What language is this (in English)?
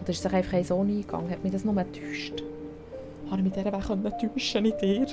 Swiss German